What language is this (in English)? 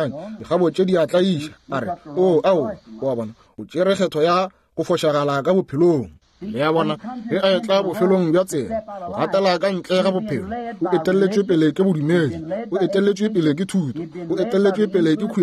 Northern Sotho